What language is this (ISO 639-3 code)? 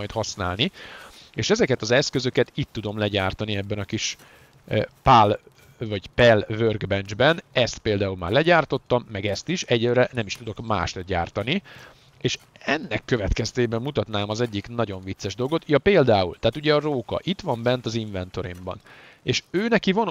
hun